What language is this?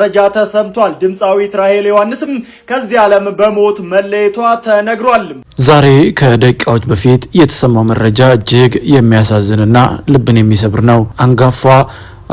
Amharic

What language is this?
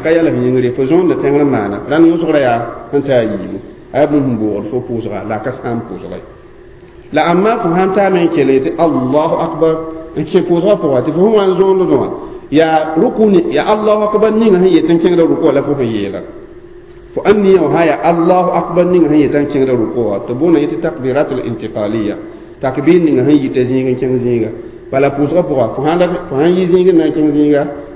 Mossi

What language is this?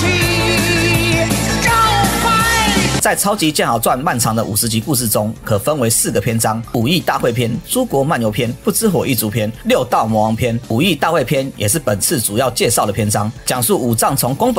Chinese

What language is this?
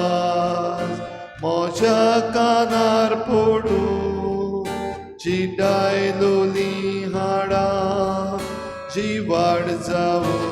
Konkani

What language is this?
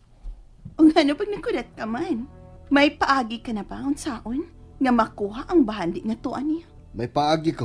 Cebuano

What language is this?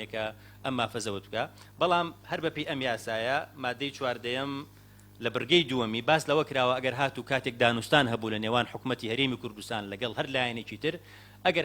Central Kurdish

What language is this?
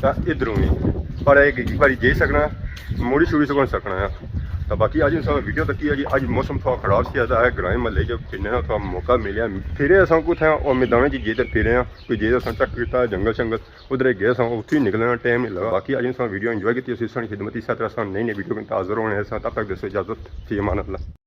Pahari-Potwari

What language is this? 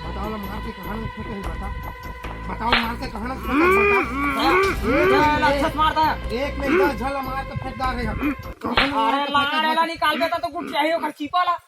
Chhattisgarhi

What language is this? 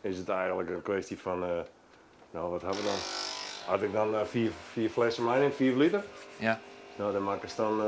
Western Frisian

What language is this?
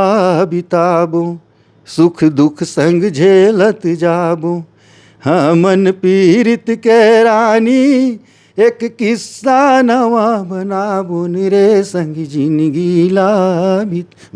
Chhattisgarhi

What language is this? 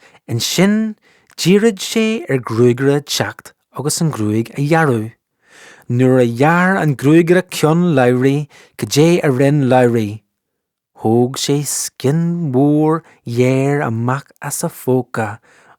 Irish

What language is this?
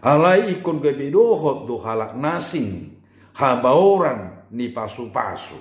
Batak Toba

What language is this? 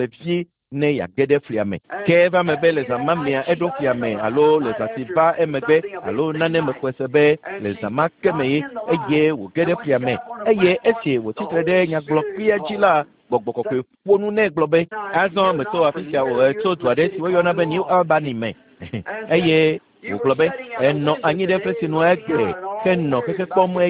Ewe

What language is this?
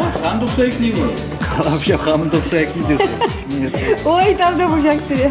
Chuvash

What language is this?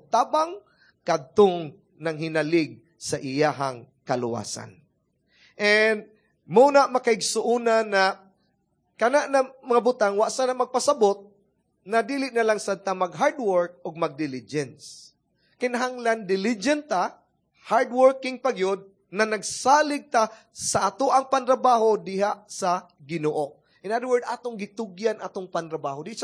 Cebuano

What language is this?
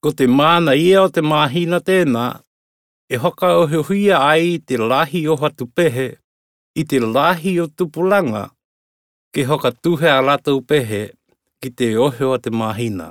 Tokelau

